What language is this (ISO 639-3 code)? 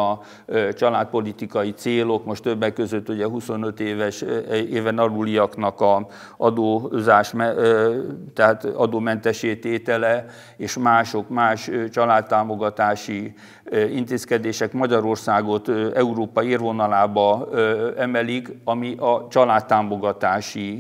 hun